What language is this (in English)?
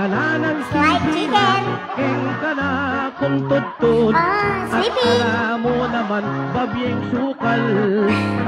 Pampanga